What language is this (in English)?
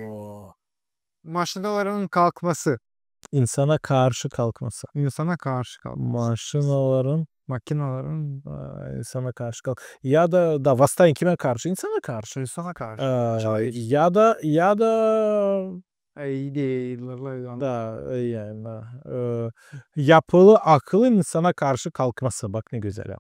Gagauz